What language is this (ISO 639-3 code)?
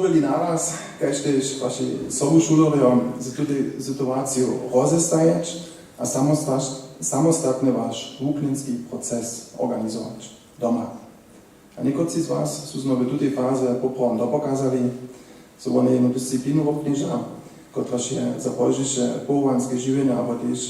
hsb